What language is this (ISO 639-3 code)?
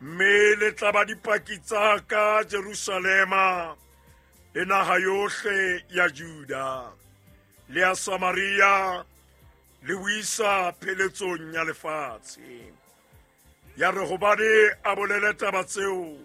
sot